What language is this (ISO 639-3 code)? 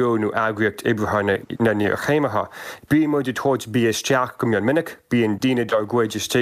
gle